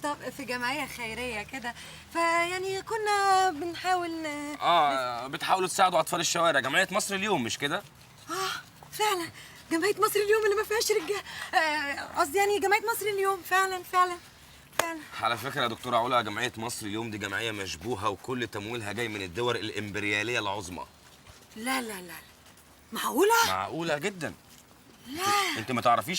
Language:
Egyptian Arabic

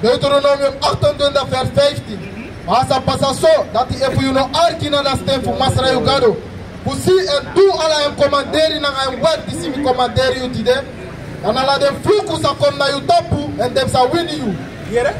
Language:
Sranan Tongo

